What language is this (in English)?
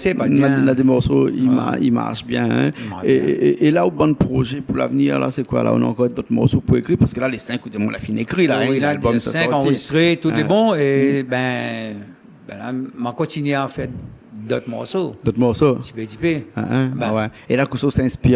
Réunion Creole French